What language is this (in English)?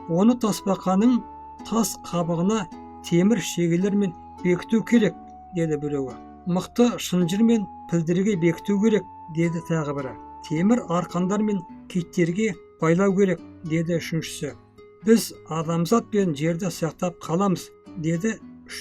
Kazakh